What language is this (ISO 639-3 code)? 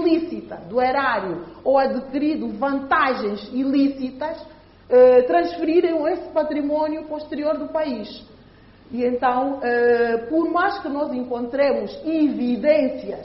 por